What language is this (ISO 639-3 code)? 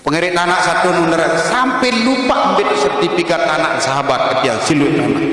sas